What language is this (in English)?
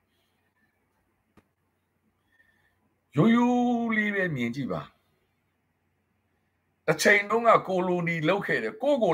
Burmese